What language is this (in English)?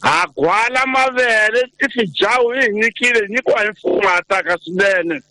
Tsonga